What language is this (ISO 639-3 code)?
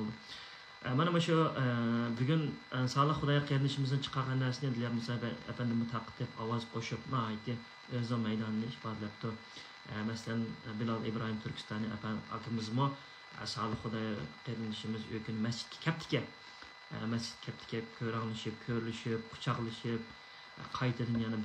uig